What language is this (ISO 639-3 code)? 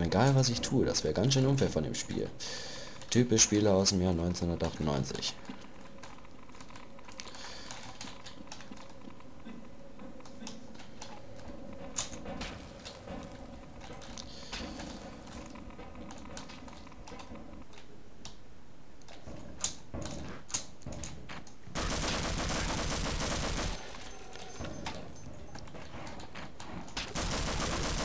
deu